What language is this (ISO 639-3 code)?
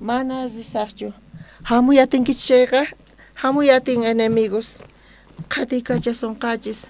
quh